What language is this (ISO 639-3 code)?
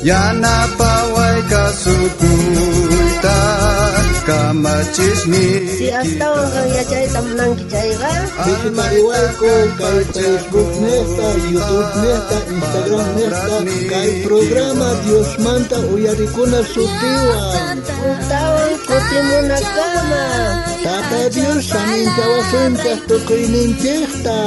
quh